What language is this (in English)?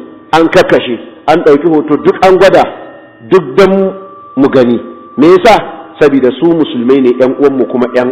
Hausa